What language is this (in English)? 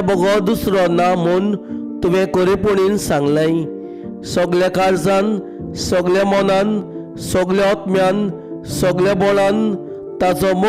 Konkani